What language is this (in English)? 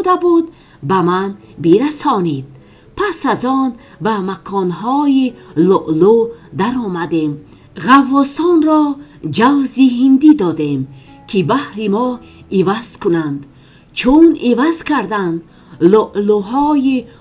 Tajik